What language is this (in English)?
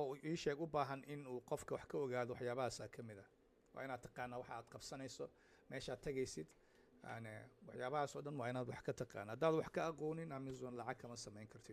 Somali